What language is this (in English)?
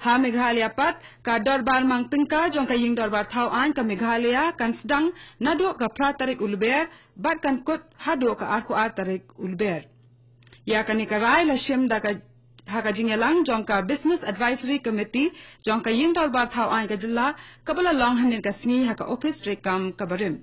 Khasi